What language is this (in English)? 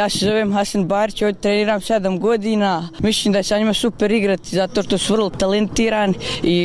Bosnian